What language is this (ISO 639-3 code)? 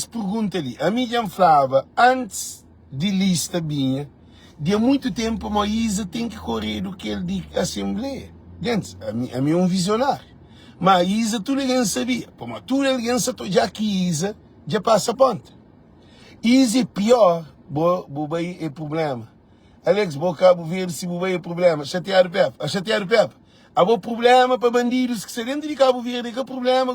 kea